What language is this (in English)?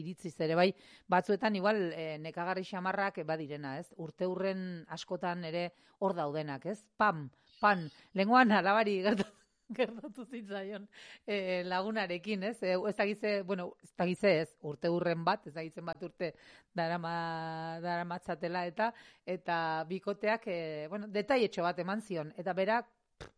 Basque